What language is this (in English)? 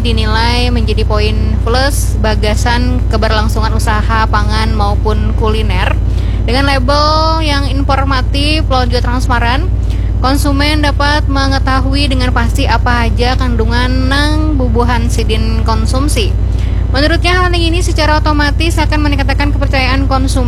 Banjar